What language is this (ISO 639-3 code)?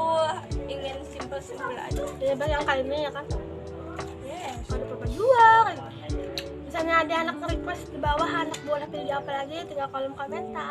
bjn